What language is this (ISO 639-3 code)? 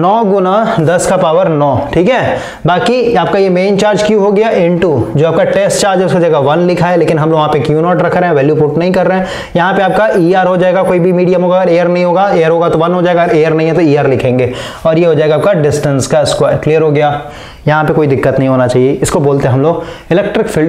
hin